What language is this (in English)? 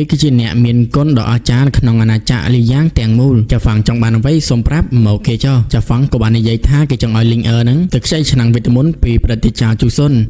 Khmer